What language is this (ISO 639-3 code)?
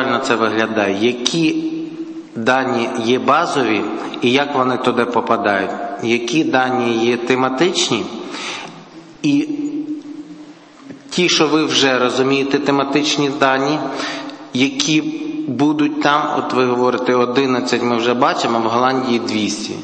ukr